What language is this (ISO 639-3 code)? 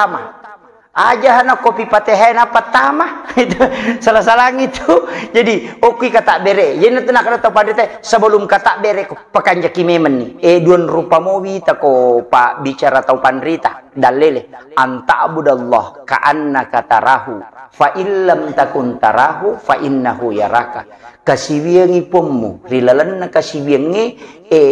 bug